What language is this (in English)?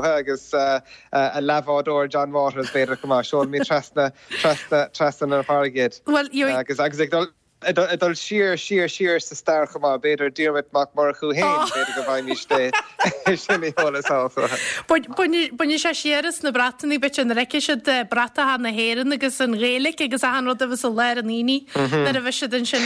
Irish